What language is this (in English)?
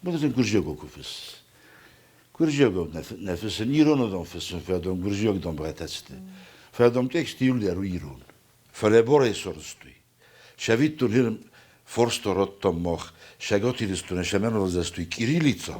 Ossetic